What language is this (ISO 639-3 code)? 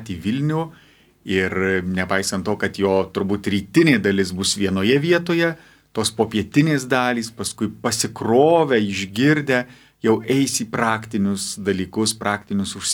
lit